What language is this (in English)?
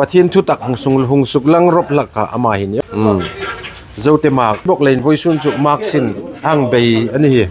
Hmar